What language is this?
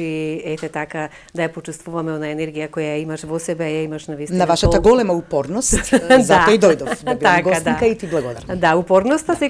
Macedonian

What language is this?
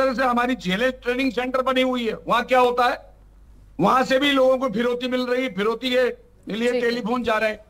Hindi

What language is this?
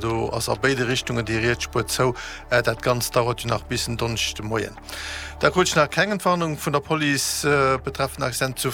Luxembourgish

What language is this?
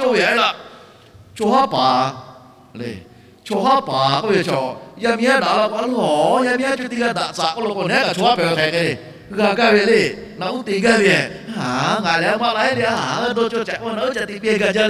Lahu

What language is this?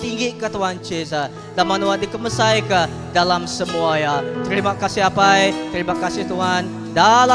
Iban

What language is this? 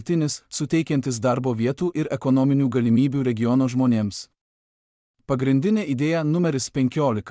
Lithuanian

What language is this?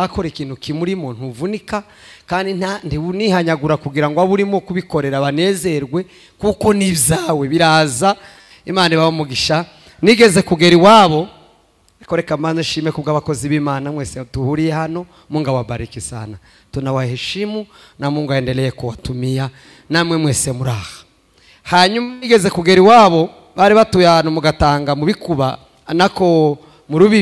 Kinyarwanda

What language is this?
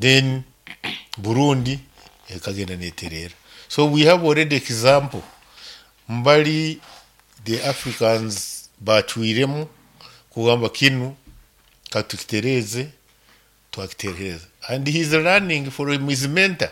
Nyoro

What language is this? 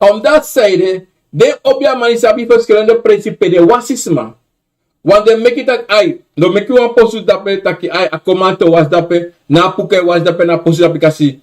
Sranan Tongo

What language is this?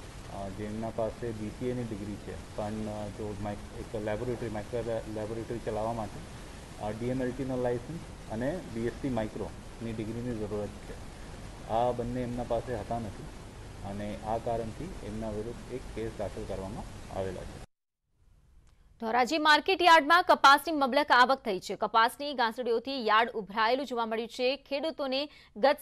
Gujarati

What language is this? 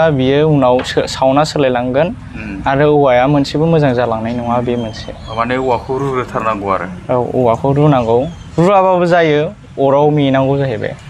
Bodo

